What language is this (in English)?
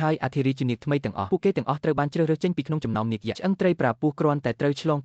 Khmer